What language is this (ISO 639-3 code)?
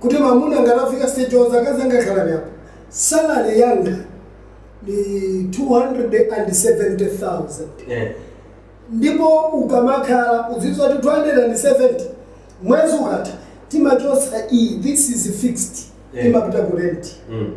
nya